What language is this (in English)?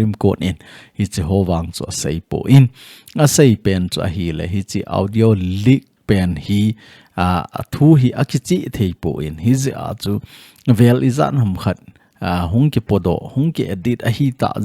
Thado Chin